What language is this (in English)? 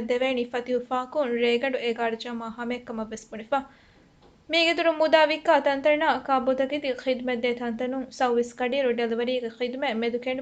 Divehi